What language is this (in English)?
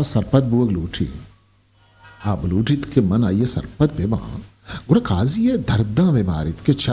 Eastern Balochi